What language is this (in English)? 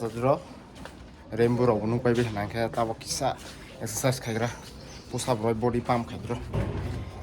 Kok Borok